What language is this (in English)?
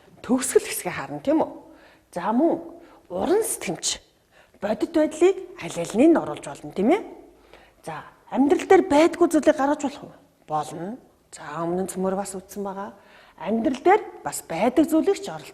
Mongolian